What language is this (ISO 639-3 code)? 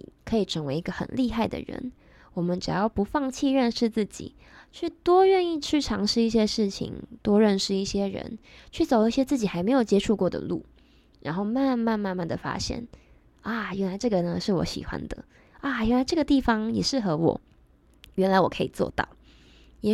zho